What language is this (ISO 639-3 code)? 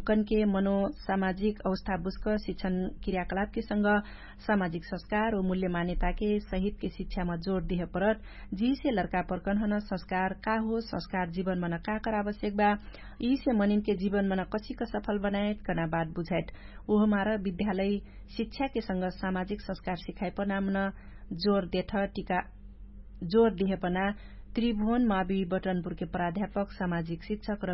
thl